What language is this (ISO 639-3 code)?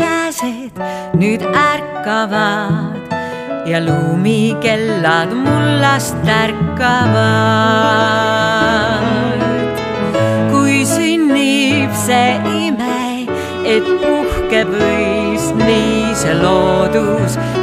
est